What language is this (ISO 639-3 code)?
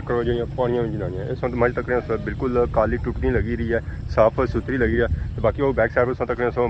phr